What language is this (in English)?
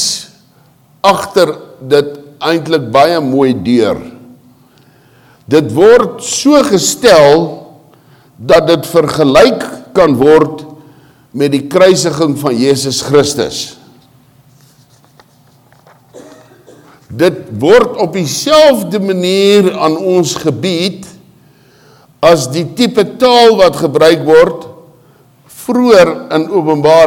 Afrikaans